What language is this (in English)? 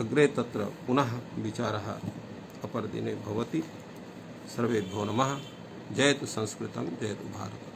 Sanskrit